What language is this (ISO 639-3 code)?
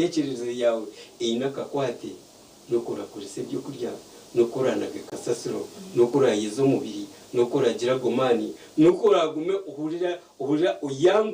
nyn